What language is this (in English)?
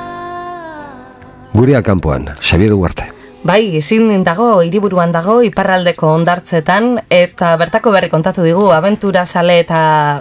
Basque